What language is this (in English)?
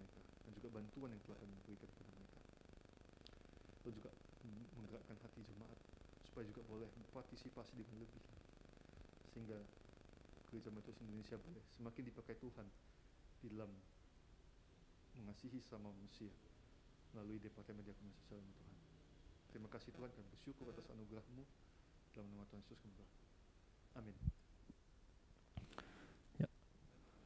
Indonesian